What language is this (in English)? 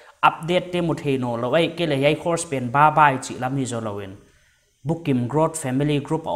Paite Chin